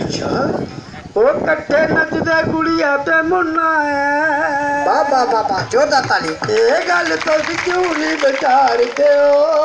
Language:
Dogri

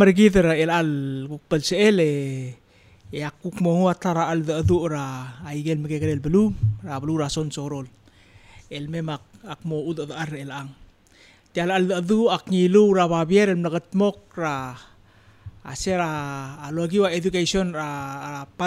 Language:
Palauan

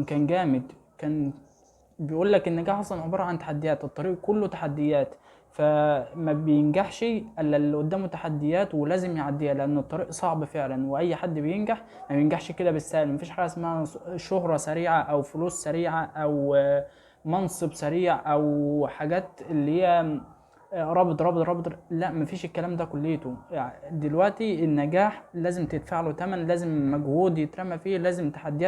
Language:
Egyptian Arabic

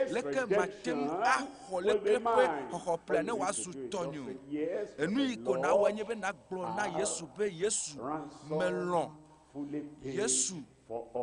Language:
Ewe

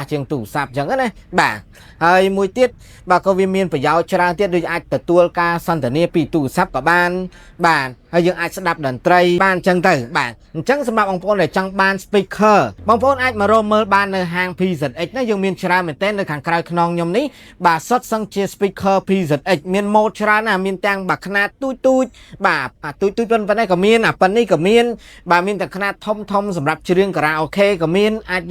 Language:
Khmer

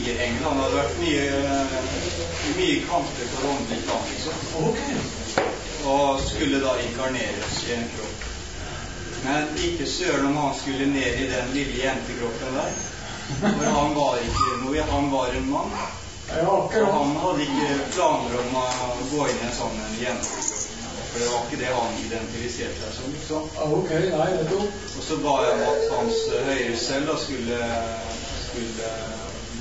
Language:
Norwegian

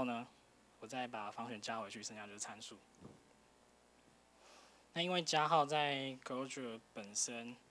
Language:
Chinese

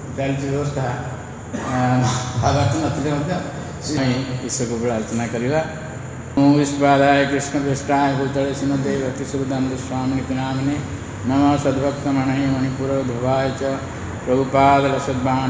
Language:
Odia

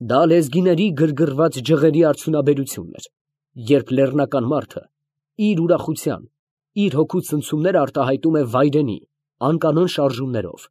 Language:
Armenian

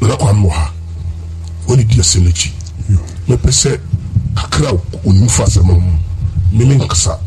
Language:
Akan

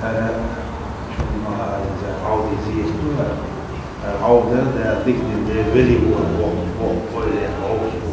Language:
Chechen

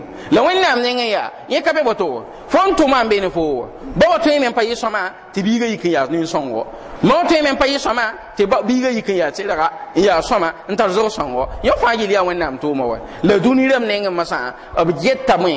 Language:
Mossi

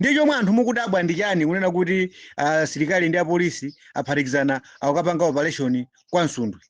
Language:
Nyanja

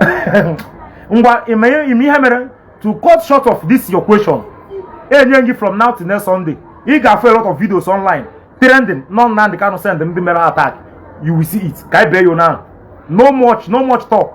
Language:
Igbo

